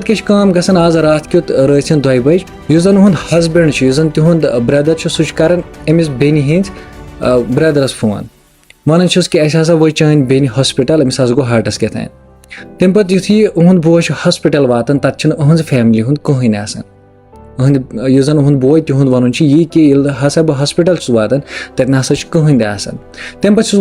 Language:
Kashmiri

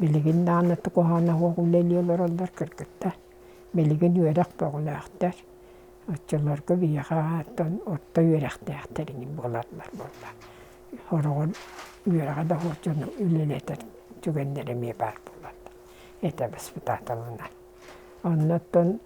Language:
Yakut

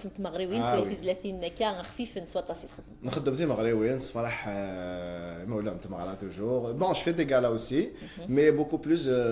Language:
Kabyle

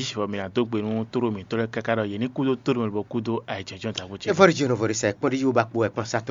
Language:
Fon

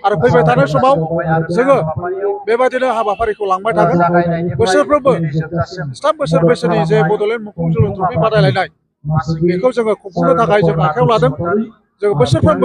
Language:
Bodo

